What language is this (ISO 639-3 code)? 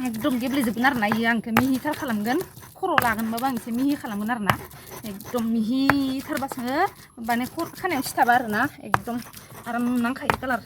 brx